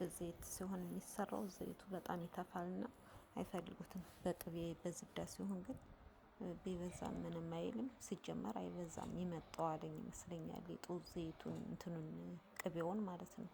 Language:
Amharic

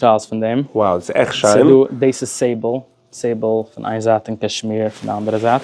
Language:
Yiddish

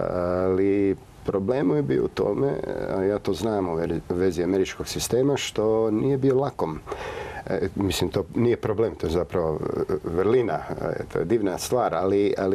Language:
Croatian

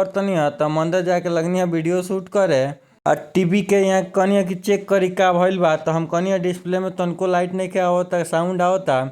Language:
Bhojpuri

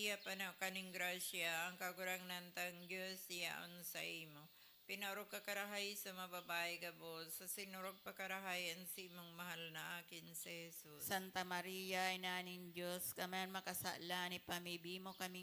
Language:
Bikol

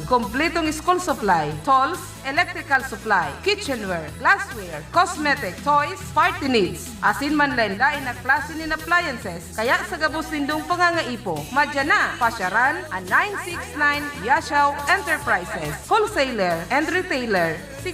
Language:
Bikol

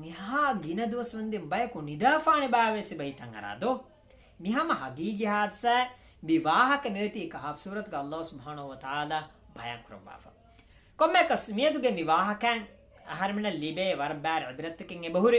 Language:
Divehi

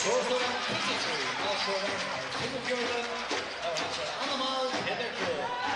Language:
Faroese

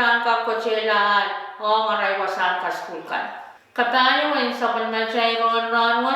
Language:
Pohnpeian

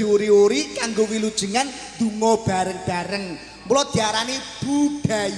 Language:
Javanese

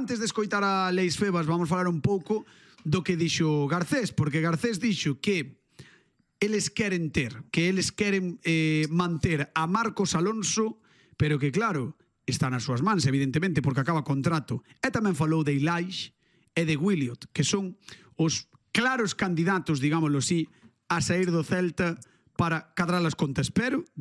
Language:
Galician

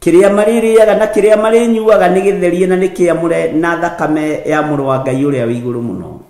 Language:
Kikuyu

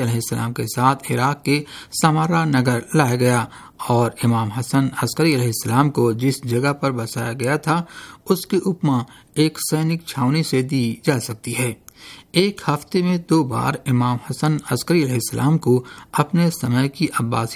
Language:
Hindi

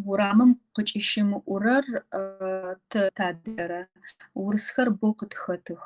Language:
Kabardian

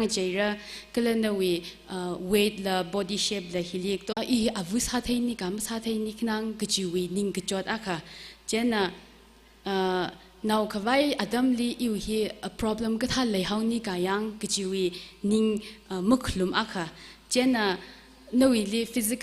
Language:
Tangkhul Naga (India)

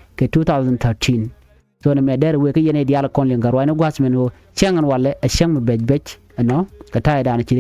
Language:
Nuer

